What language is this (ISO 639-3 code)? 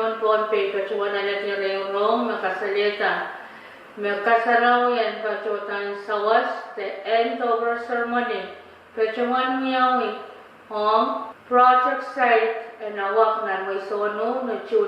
pon